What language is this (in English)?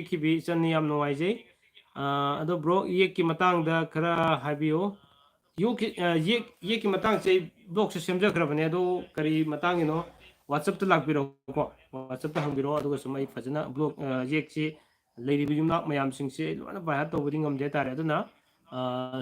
Manipuri